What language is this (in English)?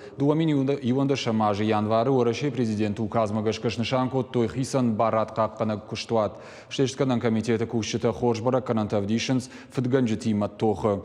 Ossetic